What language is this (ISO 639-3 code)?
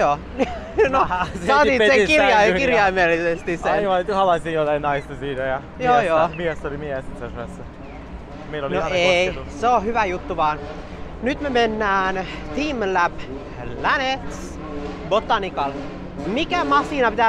fin